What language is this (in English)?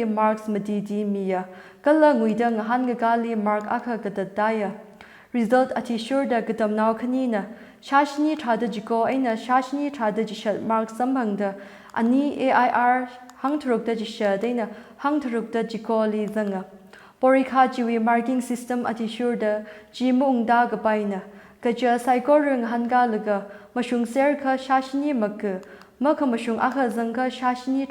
Tangkhul Naga (India)